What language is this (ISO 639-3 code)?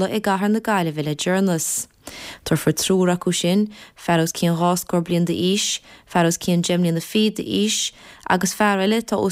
gle